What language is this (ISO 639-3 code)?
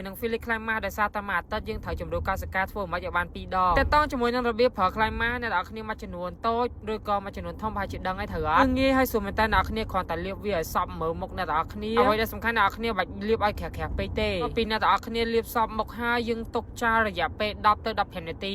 khm